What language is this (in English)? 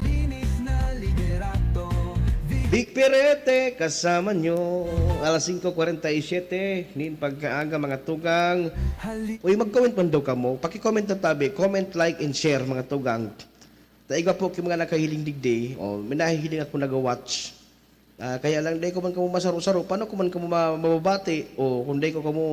Bikol